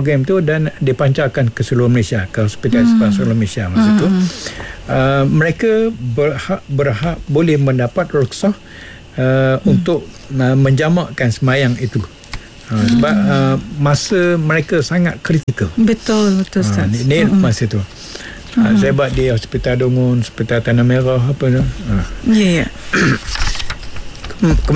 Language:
Malay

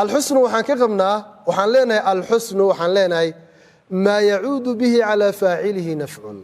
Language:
Somali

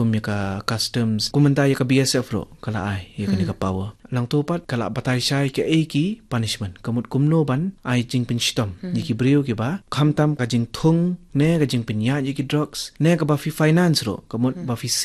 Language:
Khasi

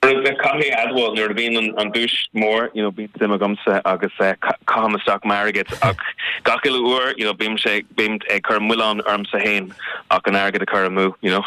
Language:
Irish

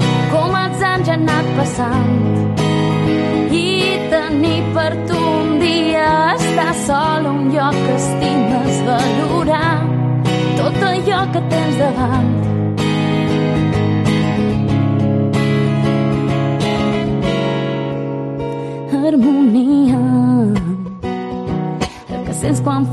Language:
Catalan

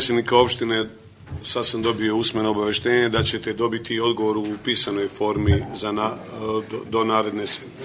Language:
Serbian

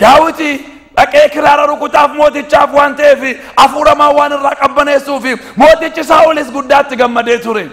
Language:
Oromo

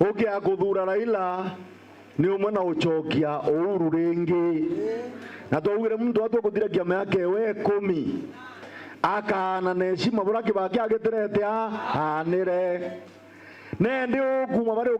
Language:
Meru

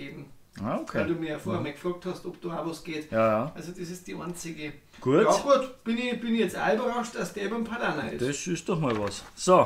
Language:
Bavarian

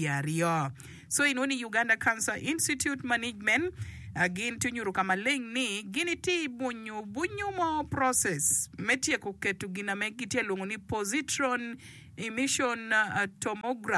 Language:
Acoli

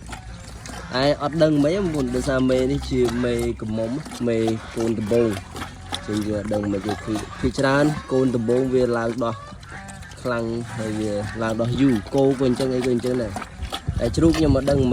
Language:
Khmer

